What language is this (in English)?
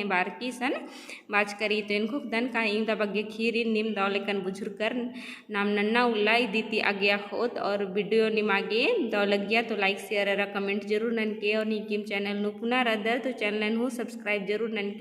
Kurukh